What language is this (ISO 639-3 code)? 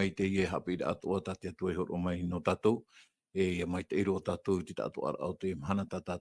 tah